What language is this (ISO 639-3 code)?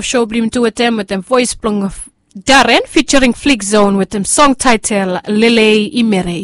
bis